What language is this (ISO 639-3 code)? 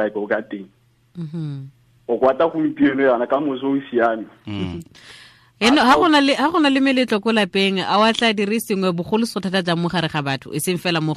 tsn